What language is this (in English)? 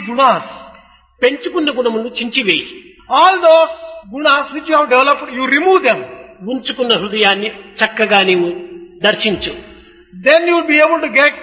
Telugu